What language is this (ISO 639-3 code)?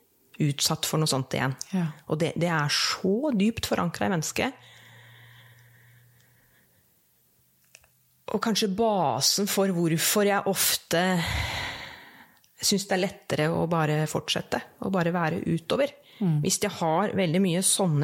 nor